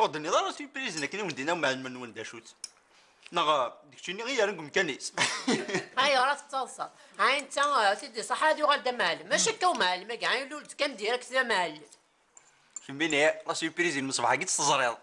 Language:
Kabyle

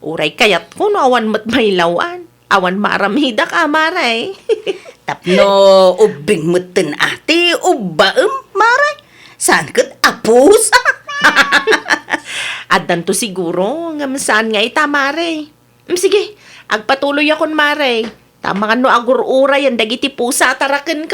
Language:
Iloko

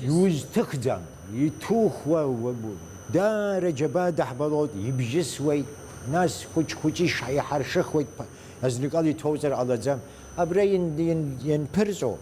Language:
Abkhazian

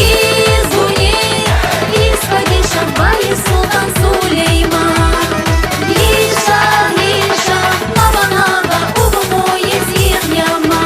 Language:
Tabassaran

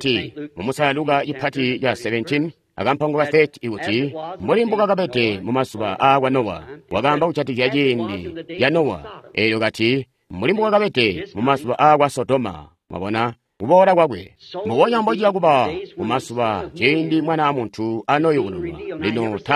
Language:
Tonga (Zambia)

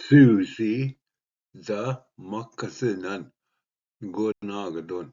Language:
Ojibwa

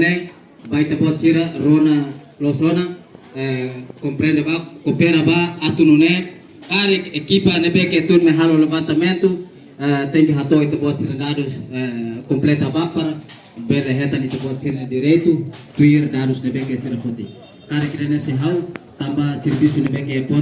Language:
Tetum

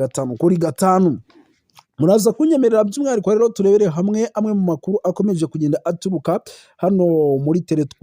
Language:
Kinyarwanda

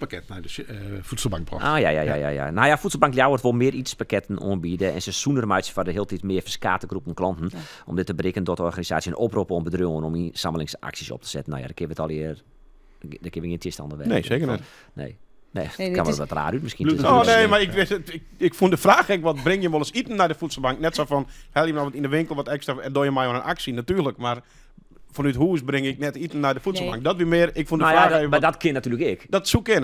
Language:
Western Frisian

